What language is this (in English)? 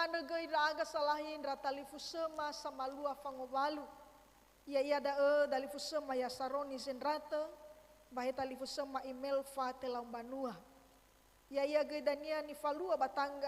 Nias